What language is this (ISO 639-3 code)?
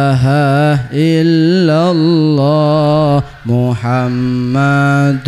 mad